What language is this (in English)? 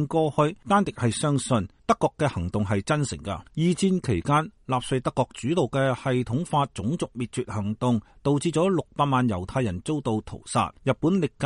Cantonese